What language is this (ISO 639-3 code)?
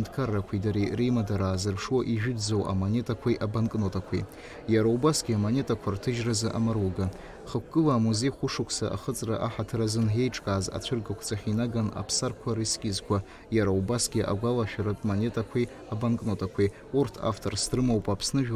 abk